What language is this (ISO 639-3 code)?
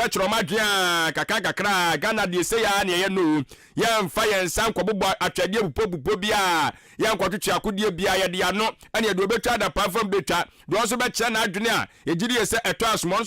aka